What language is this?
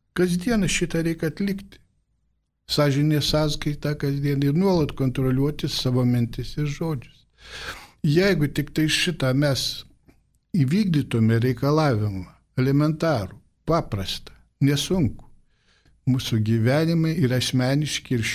Lithuanian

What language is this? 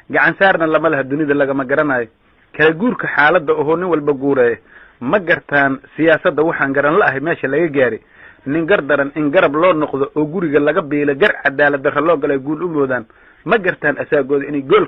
Somali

